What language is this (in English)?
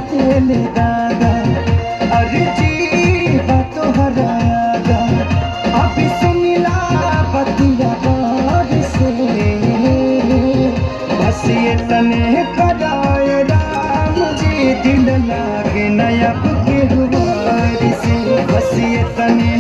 Bhojpuri